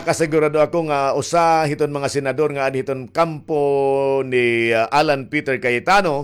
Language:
Waray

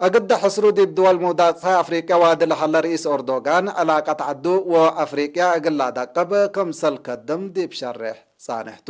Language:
Tigre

